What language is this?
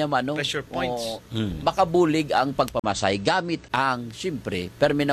Hiligaynon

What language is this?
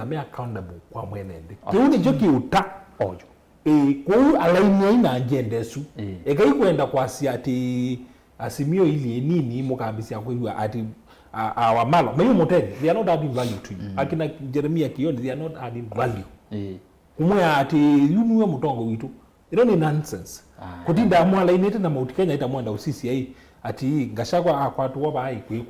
Kamba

